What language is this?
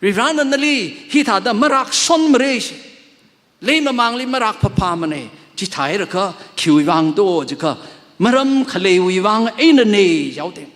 Tangkhul Naga (India)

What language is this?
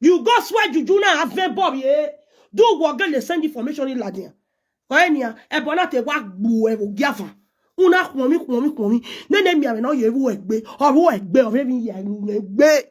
Nigerian Pidgin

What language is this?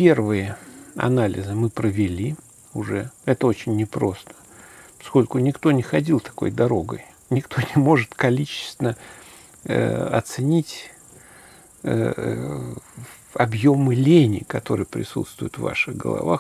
Russian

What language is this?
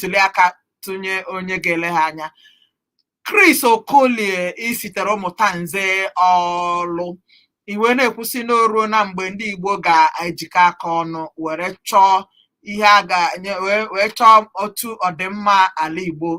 Igbo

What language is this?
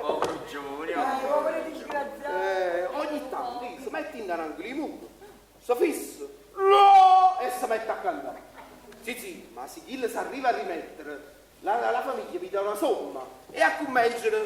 Neapolitan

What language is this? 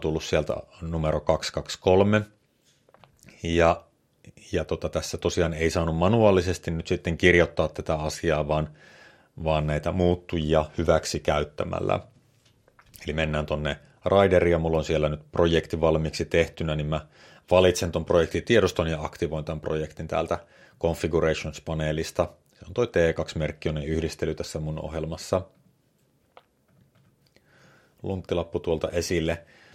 Finnish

